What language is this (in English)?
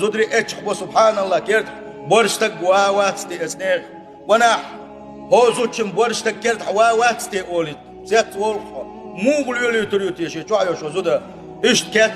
Chechen